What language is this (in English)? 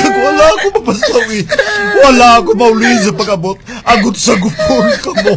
Hiligaynon